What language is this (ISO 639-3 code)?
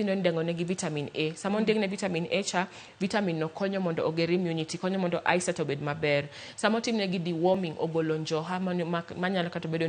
luo